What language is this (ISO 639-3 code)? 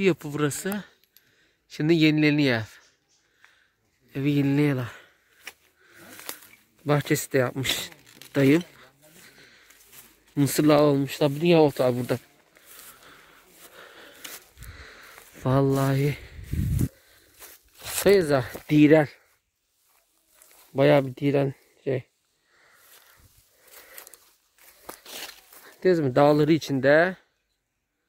tur